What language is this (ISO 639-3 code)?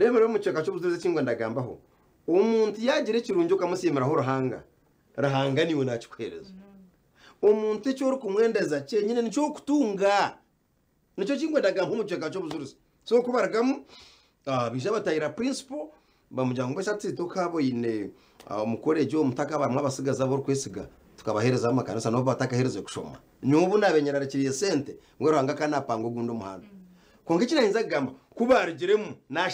nyn